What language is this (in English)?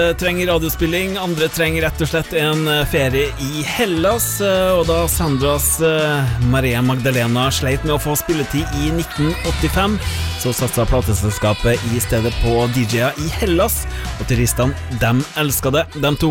Norwegian